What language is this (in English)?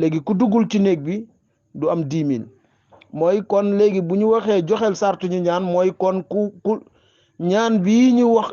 Wolof